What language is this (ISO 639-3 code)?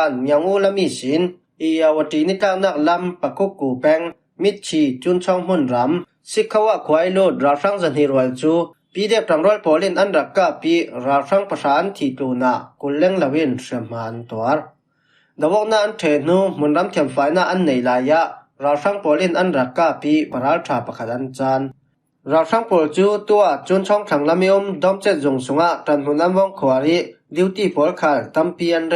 cfm